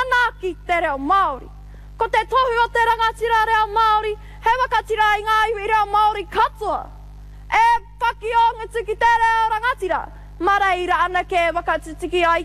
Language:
Māori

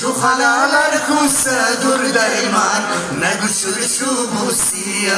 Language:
Lak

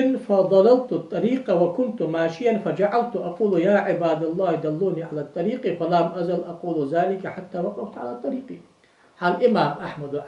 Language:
Ingush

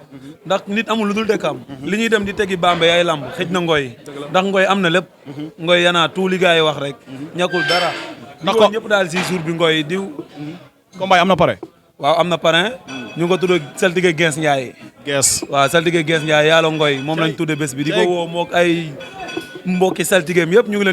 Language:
Wolof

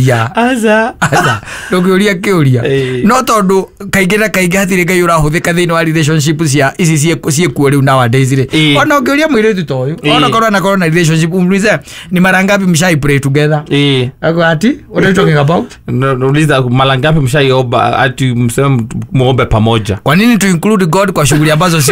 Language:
Kikuyu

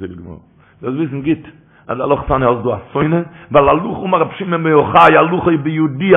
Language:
Yiddish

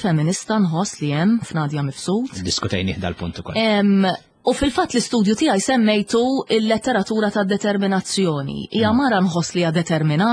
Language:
Maltese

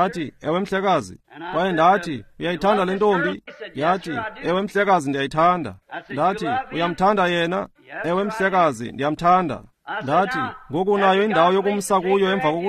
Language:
Xhosa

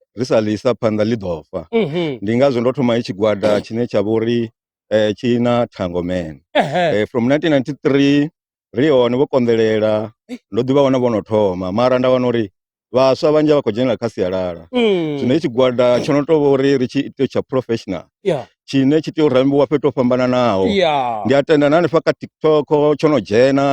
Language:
Venda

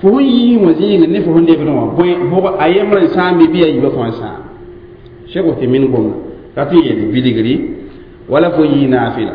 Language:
Mossi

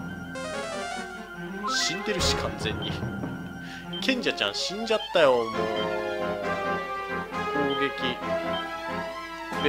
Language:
Japanese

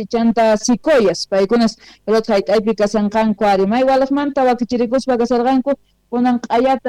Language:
South Bolivian Quechua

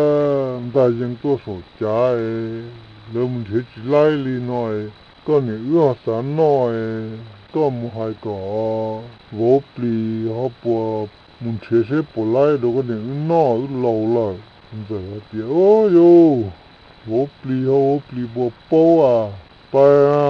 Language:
Hmong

